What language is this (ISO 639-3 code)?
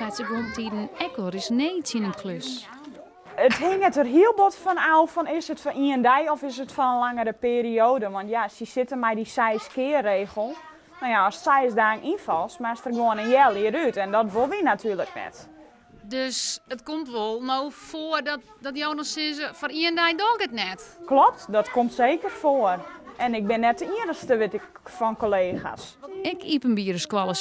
fry